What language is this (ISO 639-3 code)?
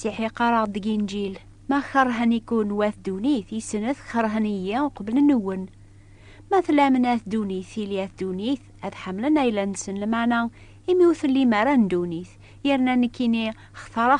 kab